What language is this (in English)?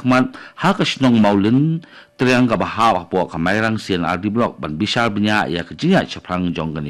Khasi